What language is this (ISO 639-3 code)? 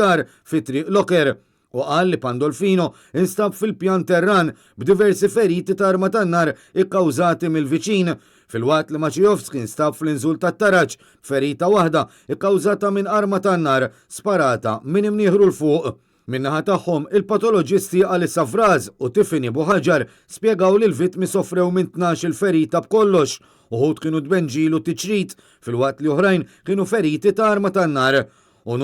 mlt